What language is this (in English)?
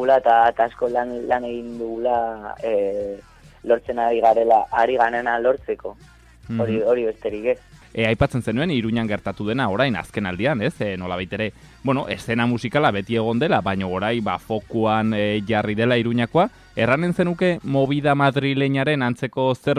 Basque